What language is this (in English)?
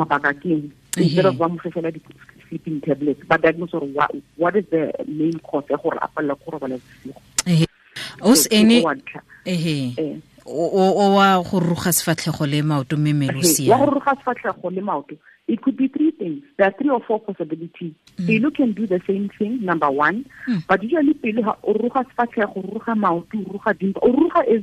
Tswana